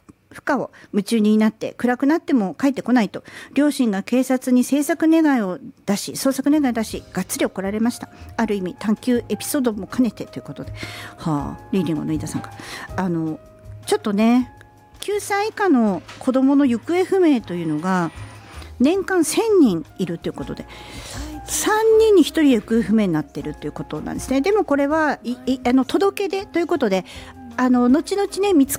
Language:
Japanese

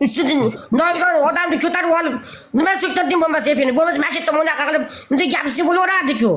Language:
Uzbek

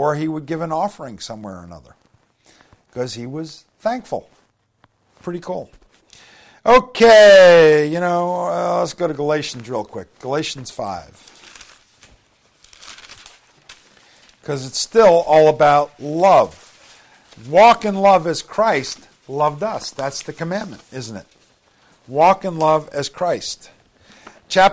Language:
English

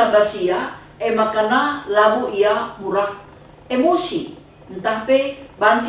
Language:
Batak Karo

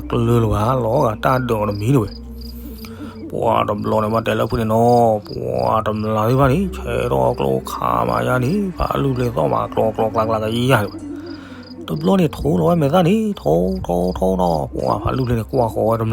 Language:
S'gaw Karen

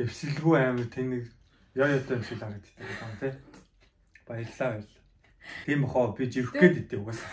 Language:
Mongolian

